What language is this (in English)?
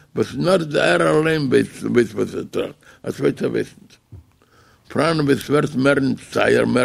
Yiddish